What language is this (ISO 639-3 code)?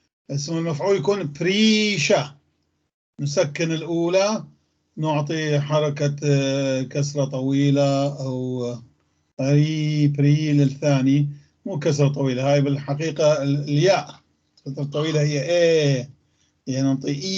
apc